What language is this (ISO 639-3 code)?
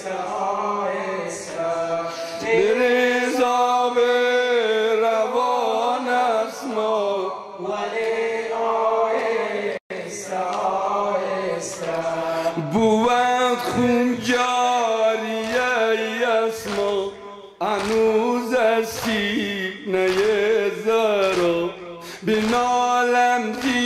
fas